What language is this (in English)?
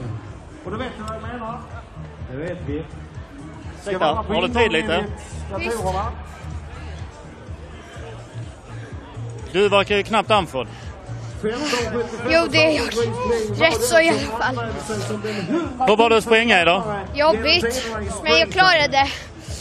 Swedish